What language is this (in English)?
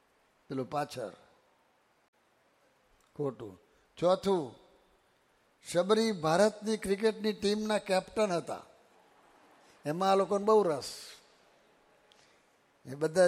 Gujarati